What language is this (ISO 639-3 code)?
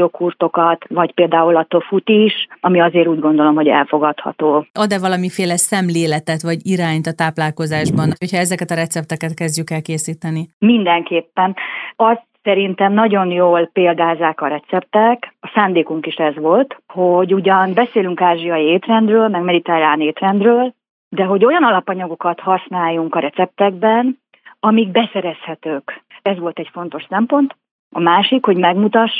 hun